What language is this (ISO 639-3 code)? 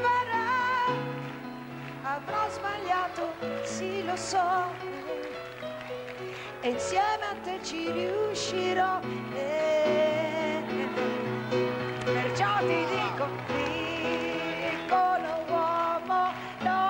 ita